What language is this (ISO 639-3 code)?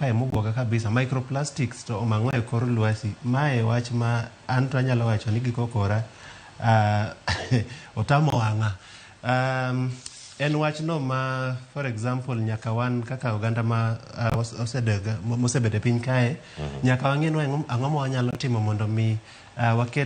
luo